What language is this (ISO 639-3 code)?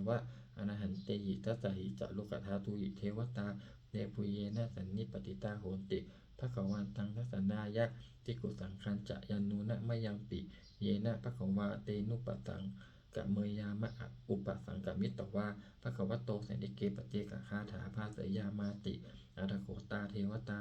pli